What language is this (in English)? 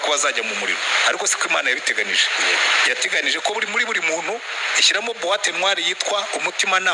Kinyarwanda